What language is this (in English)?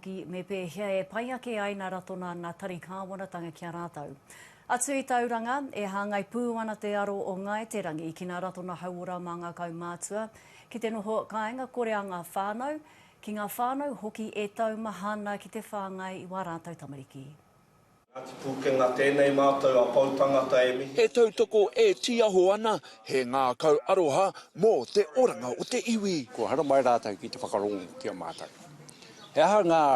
Māori